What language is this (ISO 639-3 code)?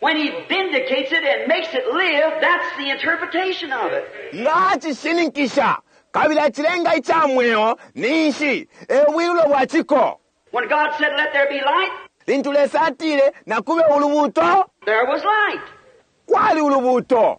bem